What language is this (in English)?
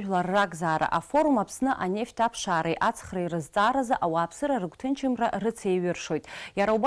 Abkhazian